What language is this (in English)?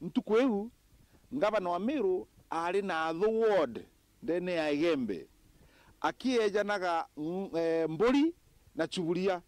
Meru